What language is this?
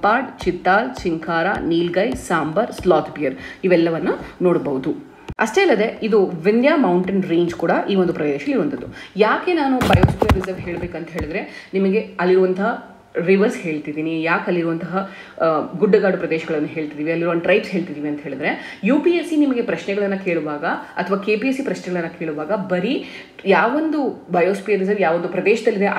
Kannada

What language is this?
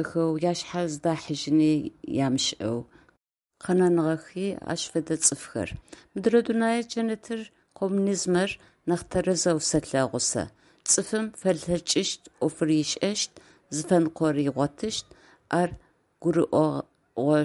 Adyghe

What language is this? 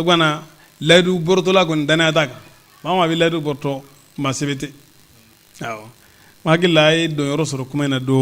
Bambara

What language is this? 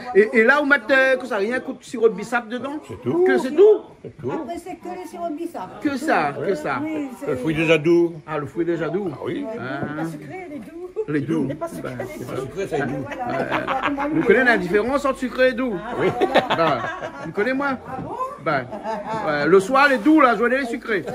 Réunion Creole French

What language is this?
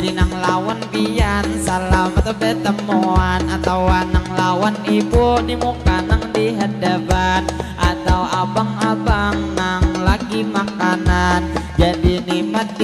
Banjar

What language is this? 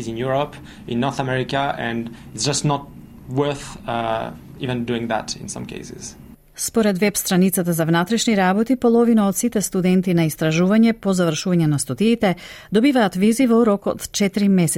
Macedonian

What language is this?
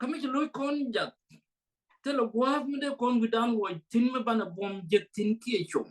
Nuer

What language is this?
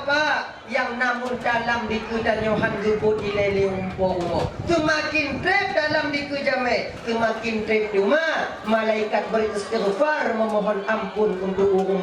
Achinese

